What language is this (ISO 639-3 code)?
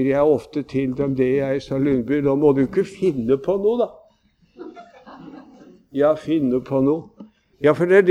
nor